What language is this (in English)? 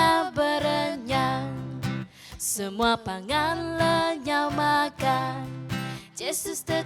Iban